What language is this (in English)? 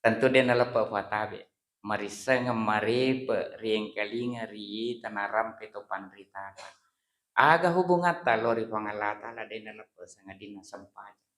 Buginese